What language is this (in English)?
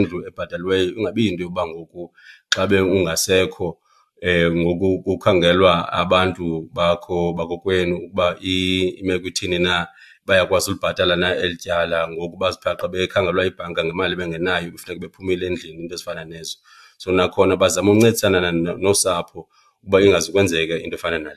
Xhosa